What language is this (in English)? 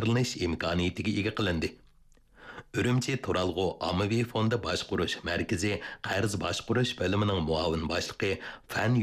Uyghur